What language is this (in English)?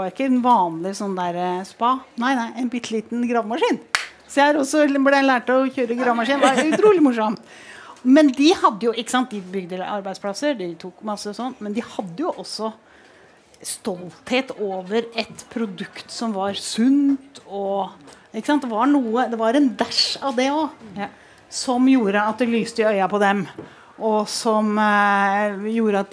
Norwegian